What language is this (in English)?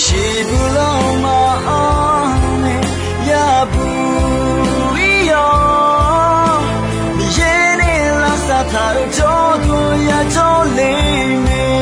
Akha